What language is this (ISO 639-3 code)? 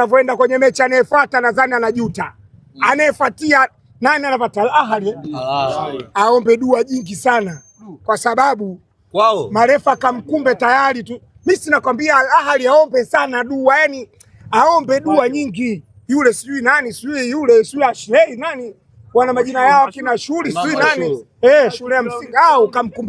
swa